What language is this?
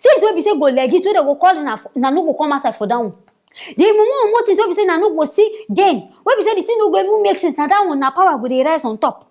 Nigerian Pidgin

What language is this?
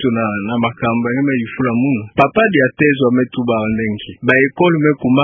Kituba (Democratic Republic of Congo)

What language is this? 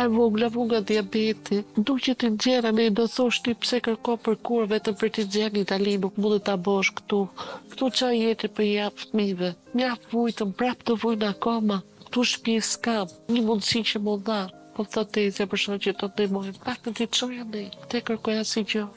Albanian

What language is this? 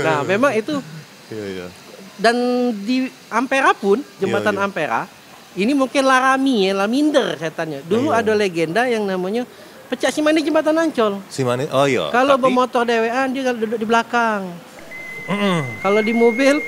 Musi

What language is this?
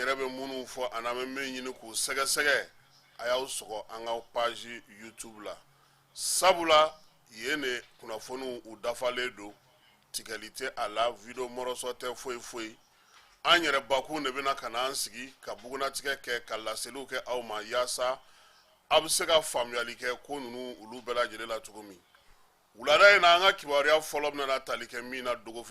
Bambara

